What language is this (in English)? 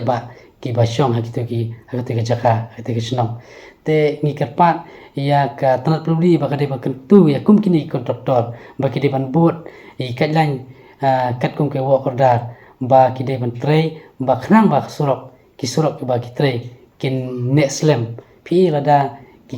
Khasi